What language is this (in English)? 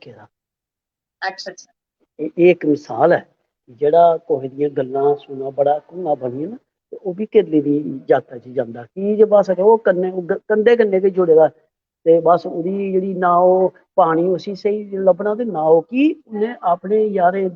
Dogri